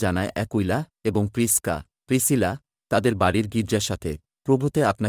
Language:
Bangla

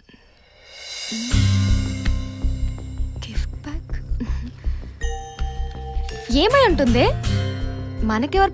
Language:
Telugu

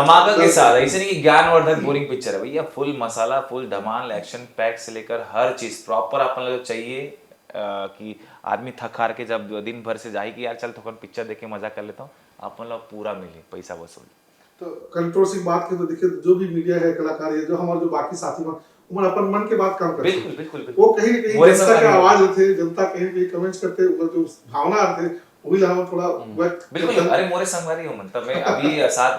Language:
Chhattisgarhi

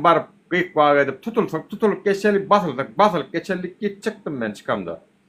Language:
Turkmen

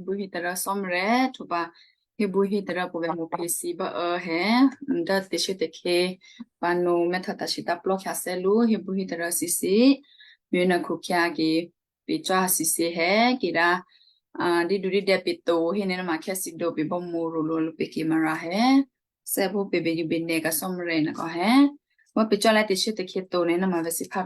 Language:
Western Kayah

